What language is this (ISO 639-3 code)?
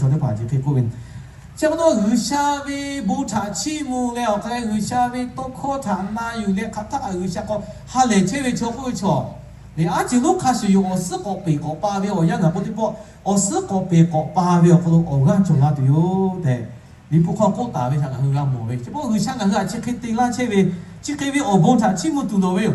lhu